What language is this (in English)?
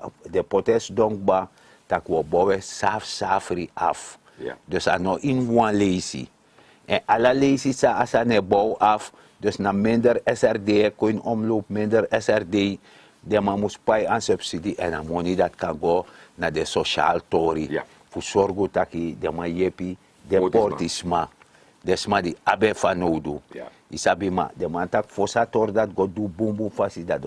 Sranan Tongo